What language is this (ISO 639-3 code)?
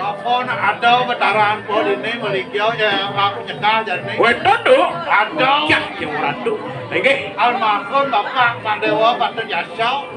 ban